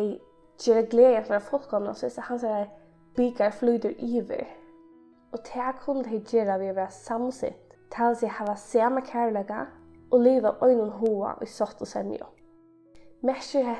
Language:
Faroese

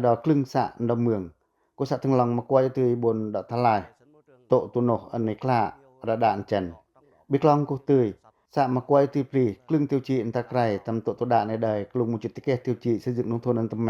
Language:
Pacoh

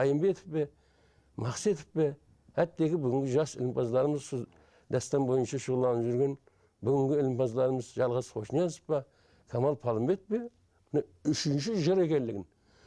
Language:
Kara-Kalpak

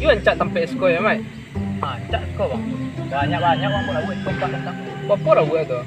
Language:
Minangkabau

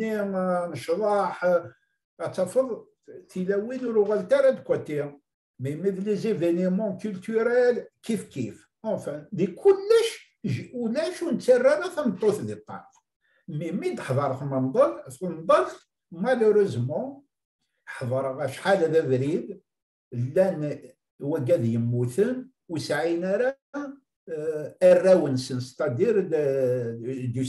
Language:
Kabyle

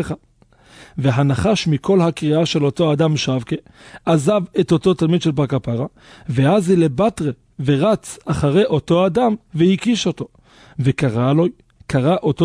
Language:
Hebrew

